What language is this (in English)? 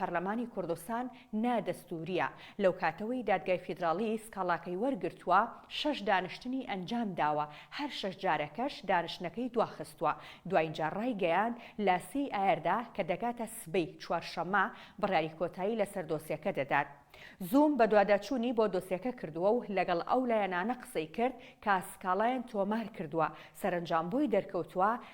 Central Kurdish